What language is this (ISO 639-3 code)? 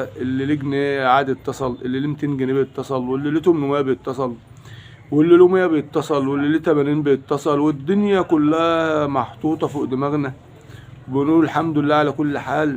arz